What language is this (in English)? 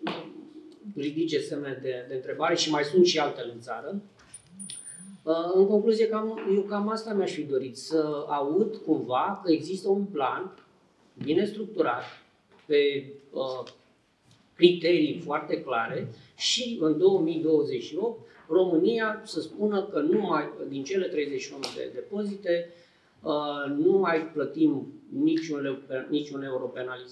Romanian